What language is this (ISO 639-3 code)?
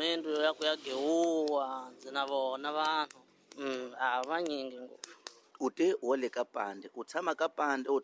tso